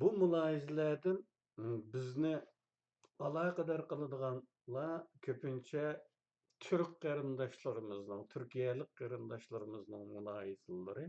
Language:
Uyghur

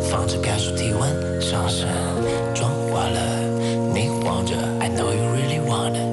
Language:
Chinese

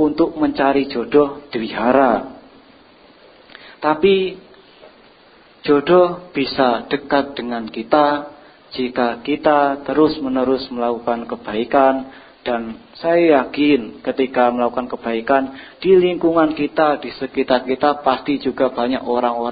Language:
Indonesian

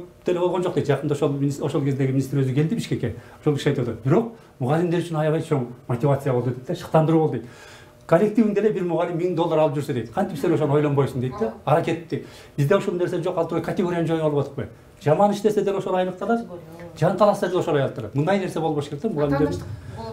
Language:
Kyrgyz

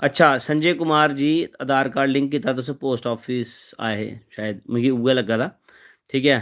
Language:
Dogri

